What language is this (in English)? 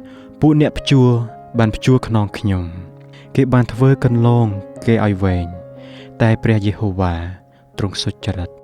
Khmer